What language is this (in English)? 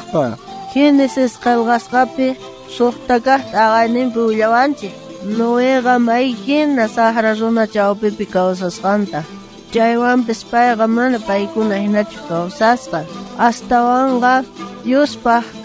South Bolivian Quechua